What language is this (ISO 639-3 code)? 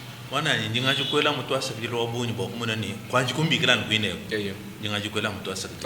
lua